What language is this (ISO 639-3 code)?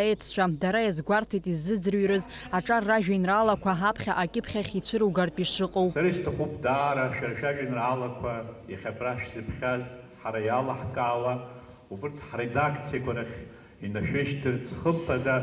abk